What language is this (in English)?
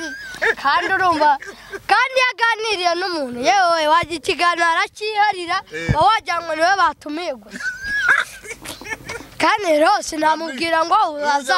Kinyarwanda